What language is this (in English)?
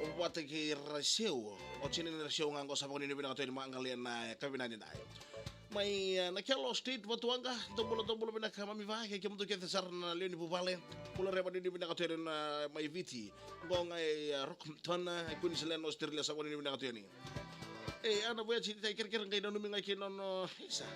Fijian